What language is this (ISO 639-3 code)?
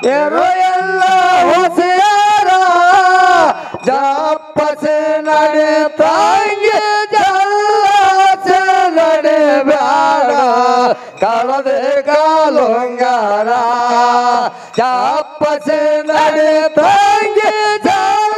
kan